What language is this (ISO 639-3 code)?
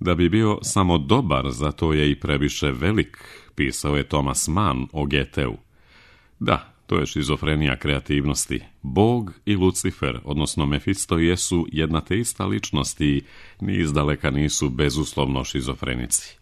srp